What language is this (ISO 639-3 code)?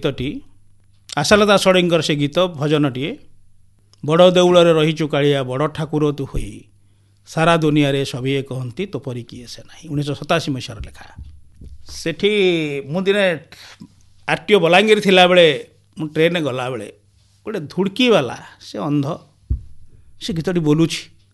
ori